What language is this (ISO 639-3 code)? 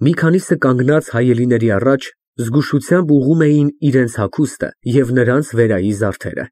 hye